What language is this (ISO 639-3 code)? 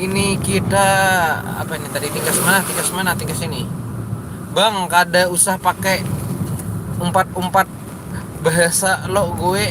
bjn